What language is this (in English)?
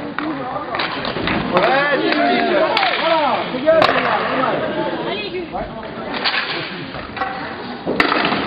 French